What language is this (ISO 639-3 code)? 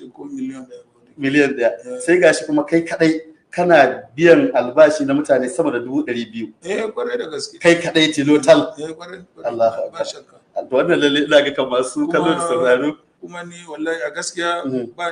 hau